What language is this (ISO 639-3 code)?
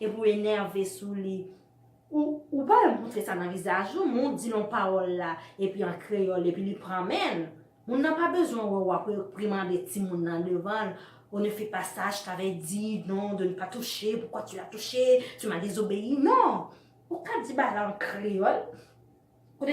hat